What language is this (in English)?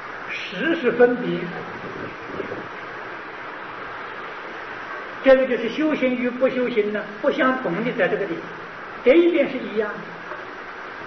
Chinese